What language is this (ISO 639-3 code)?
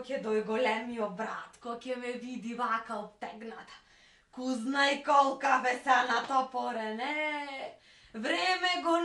mkd